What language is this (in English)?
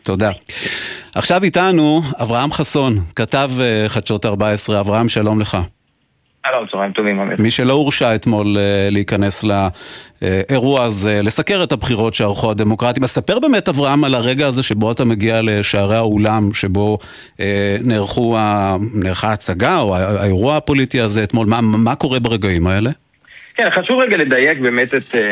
Hebrew